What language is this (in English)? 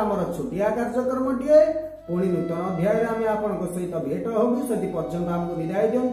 Odia